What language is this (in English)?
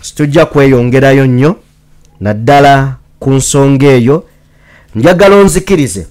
Ganda